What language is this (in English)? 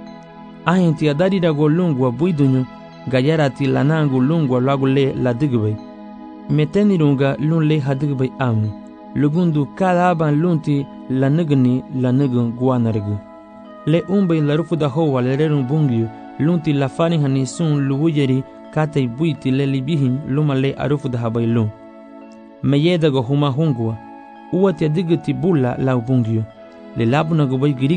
Garifuna